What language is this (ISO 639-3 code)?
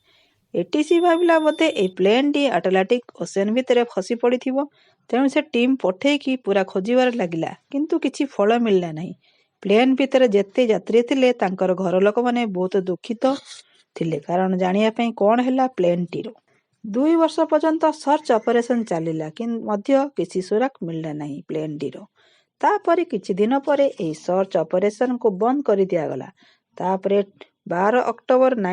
ori